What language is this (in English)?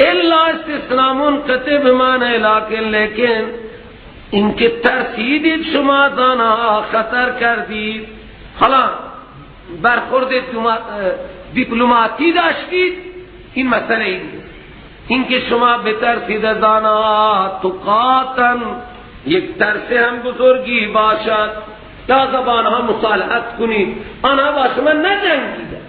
Persian